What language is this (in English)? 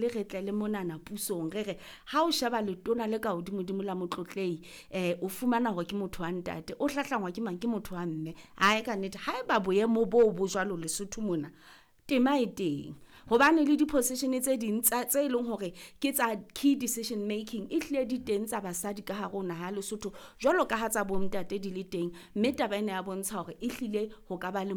Southern Sotho